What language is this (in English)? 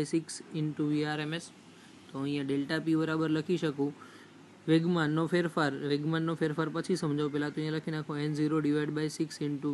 Gujarati